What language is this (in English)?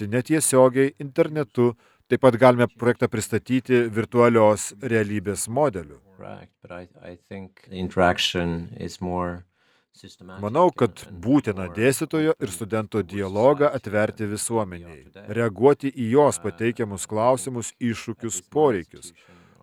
Lithuanian